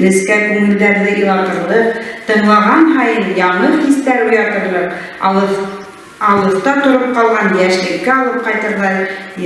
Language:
Bashkir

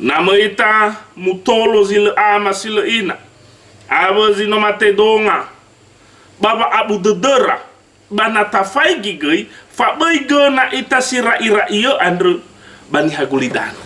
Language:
Nias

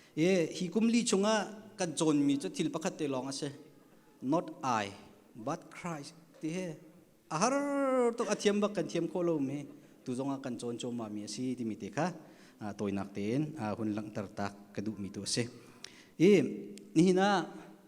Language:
Hakha Chin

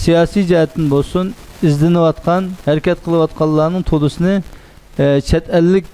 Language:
Uyghur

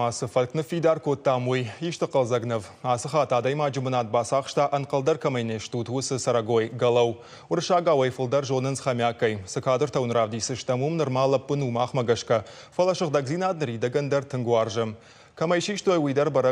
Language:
Ossetic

